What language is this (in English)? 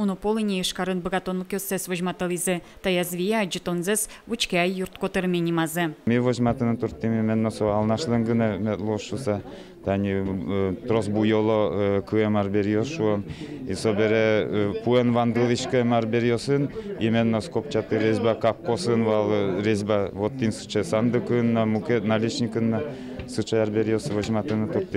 Udmurt